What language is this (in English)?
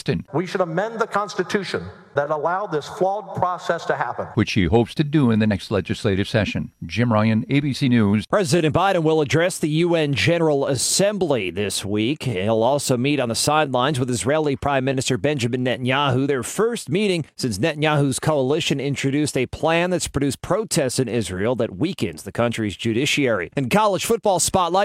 English